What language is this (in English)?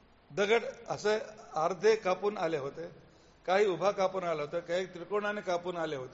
Marathi